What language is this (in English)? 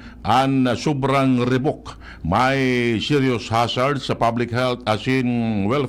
Bikol